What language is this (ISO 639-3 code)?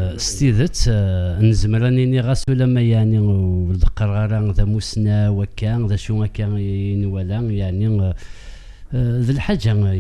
kab